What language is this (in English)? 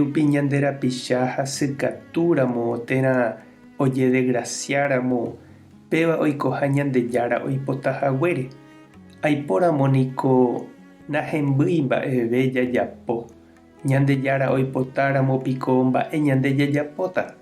Guarani